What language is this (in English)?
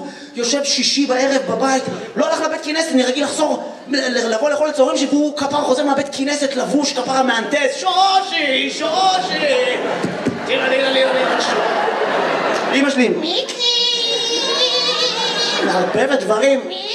Hebrew